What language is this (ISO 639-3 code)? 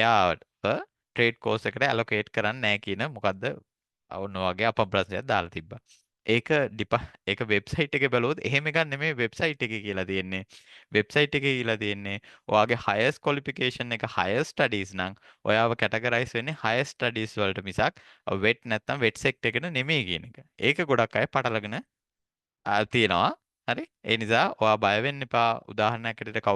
sin